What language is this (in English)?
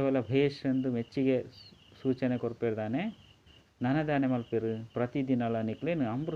Tulu